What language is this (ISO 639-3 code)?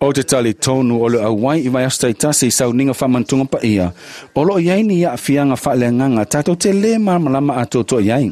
smo